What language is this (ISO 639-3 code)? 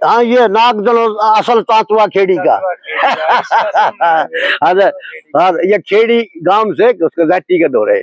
bgc